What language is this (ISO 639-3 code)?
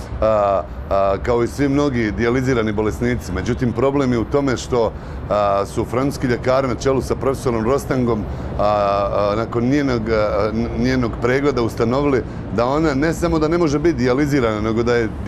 bos